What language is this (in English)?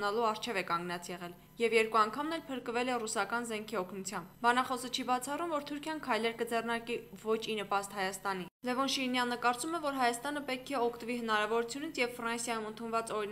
Armenian